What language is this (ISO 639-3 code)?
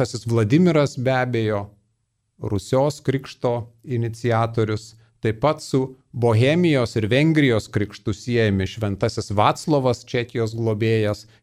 lit